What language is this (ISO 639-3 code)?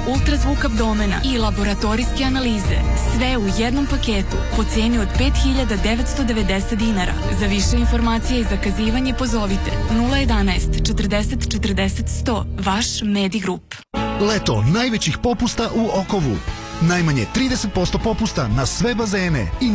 srp